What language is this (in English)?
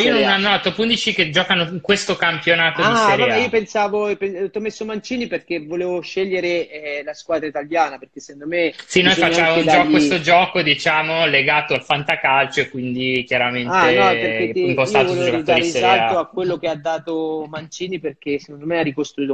Italian